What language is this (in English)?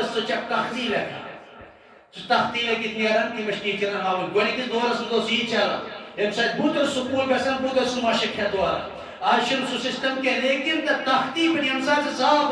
Kashmiri